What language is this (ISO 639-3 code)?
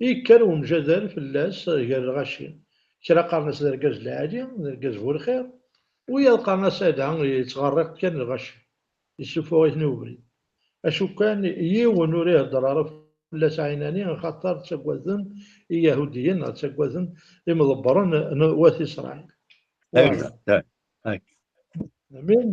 kab